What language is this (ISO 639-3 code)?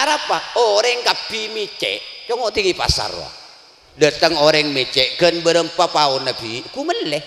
mad